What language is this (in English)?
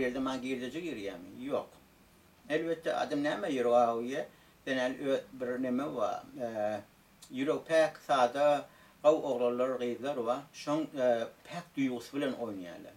Turkmen